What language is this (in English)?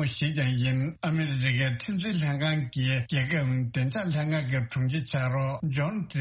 Tibetan